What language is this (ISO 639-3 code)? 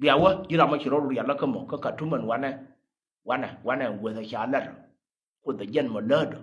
nus